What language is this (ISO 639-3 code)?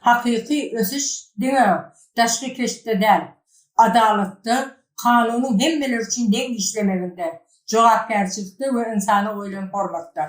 tuk